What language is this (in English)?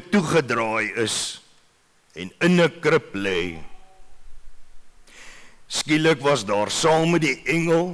Afrikaans